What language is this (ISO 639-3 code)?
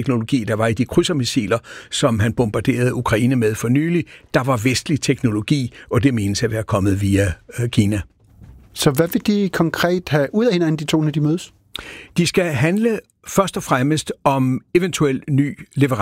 dan